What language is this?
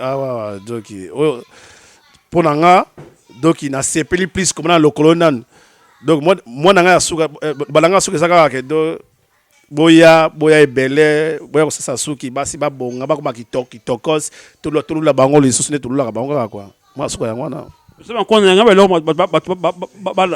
Lingala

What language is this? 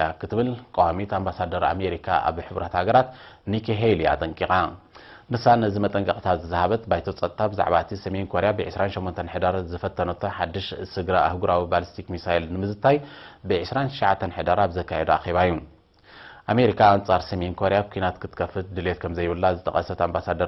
Tigrinya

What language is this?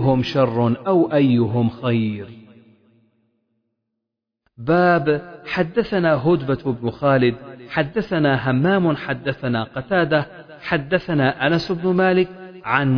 Arabic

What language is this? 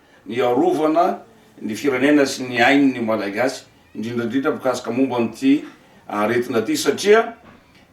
Malagasy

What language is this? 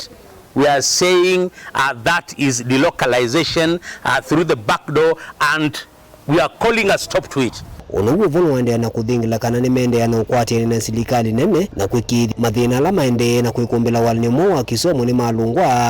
Kamba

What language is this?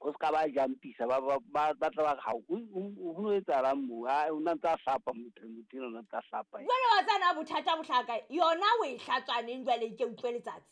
Southern Sotho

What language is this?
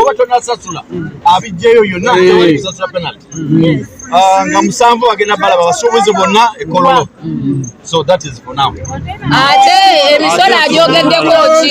Ganda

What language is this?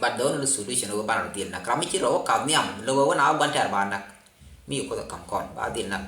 Nuer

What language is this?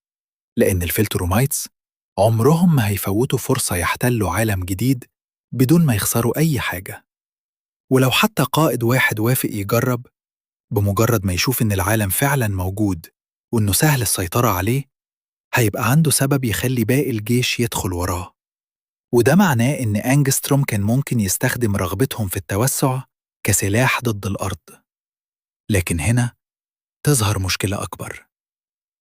Egyptian Arabic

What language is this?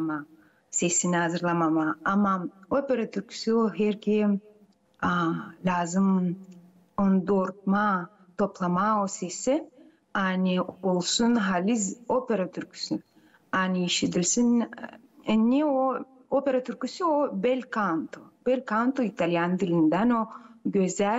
Gagauz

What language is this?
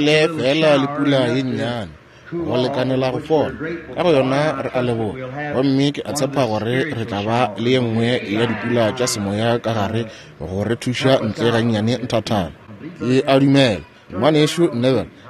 Northern Sotho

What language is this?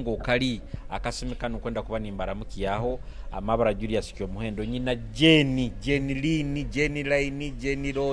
Nyoro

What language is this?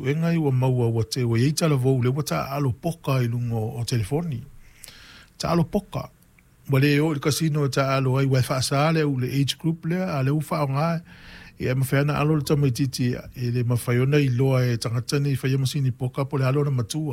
Samoan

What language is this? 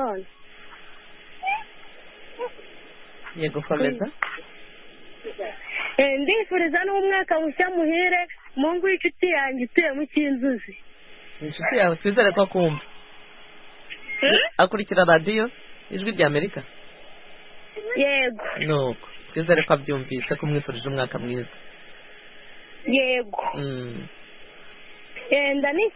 Kinyarwanda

